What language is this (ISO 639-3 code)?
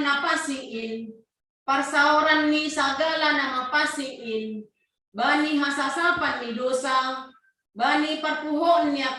bts